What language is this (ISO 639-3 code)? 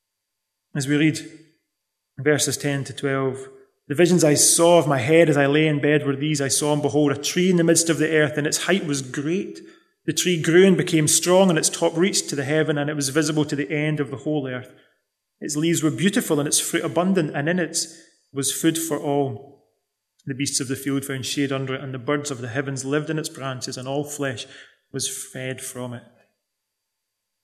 eng